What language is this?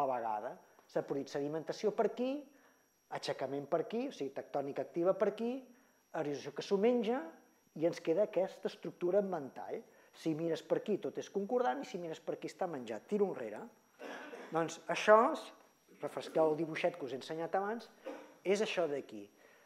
Catalan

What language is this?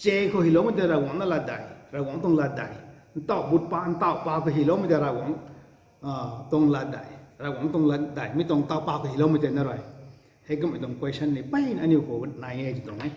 Rongmei Naga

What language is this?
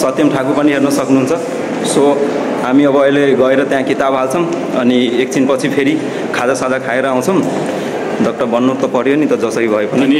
Nepali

